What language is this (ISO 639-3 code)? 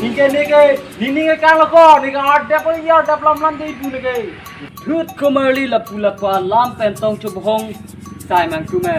mjw